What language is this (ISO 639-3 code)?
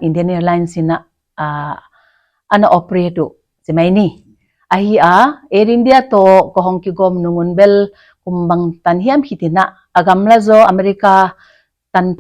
pck